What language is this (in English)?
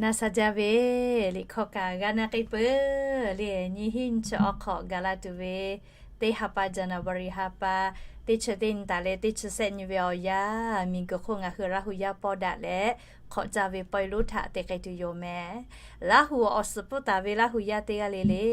Lahu